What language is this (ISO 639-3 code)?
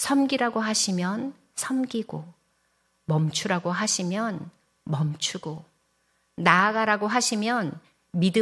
kor